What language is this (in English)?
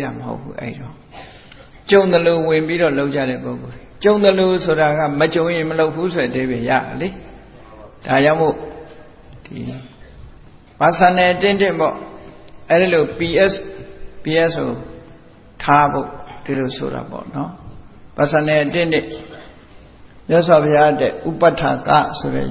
Burmese